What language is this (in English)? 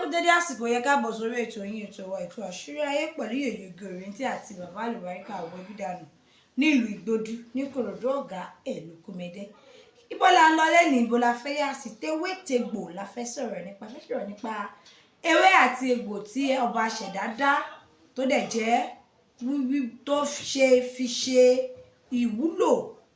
Yoruba